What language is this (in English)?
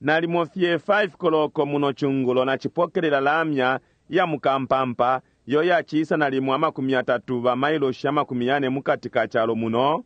Bemba